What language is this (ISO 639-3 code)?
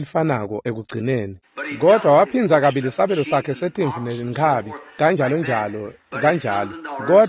ssw